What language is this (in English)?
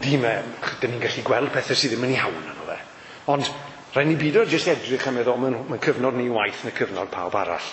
Welsh